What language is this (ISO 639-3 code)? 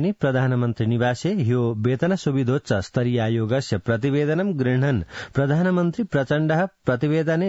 san